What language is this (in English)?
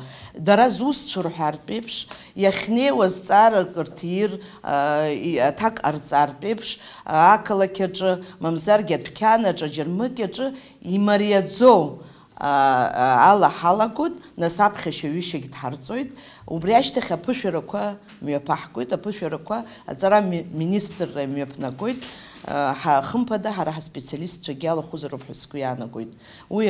Abkhazian